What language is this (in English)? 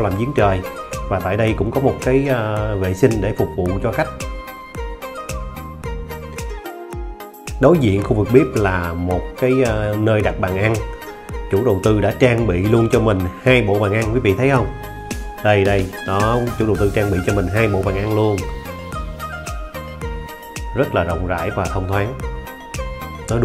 Vietnamese